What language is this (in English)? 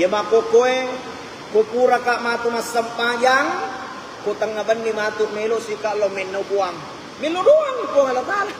Buginese